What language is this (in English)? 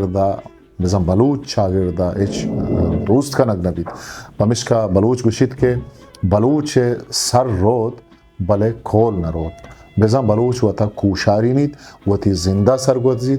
Eastern Balochi